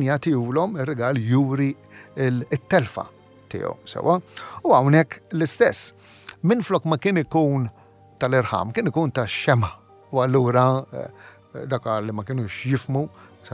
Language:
Maltese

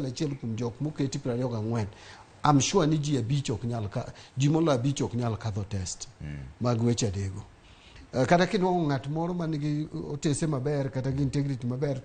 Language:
Luo (Kenya and Tanzania)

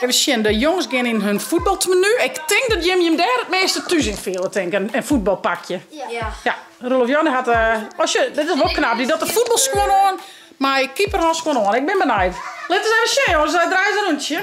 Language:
Western Frisian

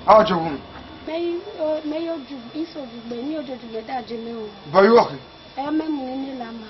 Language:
Esan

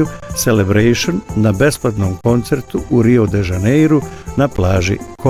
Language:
Bosnian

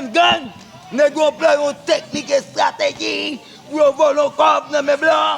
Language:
Haitian Creole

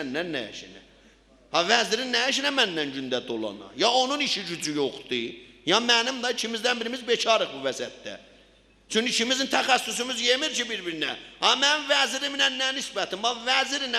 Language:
South Azerbaijani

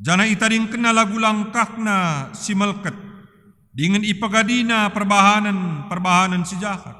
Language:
Batak Karo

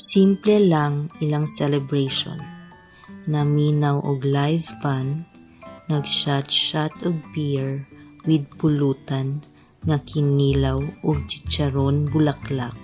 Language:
Cebuano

